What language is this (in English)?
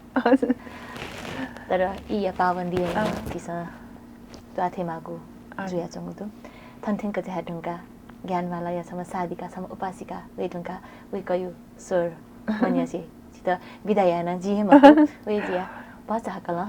Newari